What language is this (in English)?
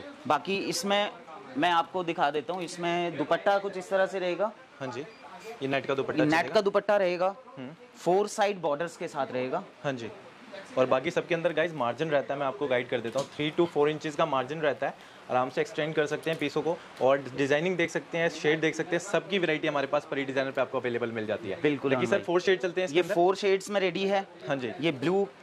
Hindi